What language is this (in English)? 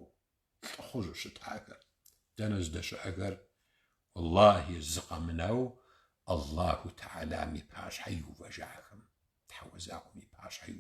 Kabardian